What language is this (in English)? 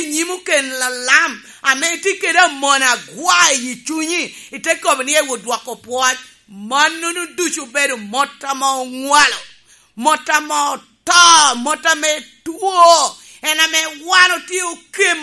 Lango (Uganda)